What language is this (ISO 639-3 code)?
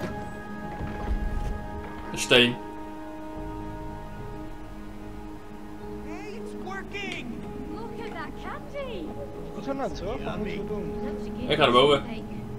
nld